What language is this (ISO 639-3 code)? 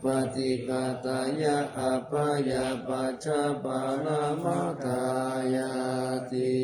pli